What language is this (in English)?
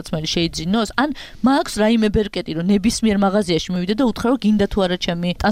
Georgian